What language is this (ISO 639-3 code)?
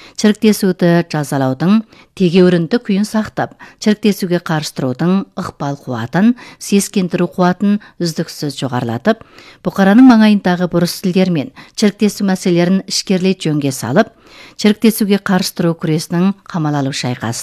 kaz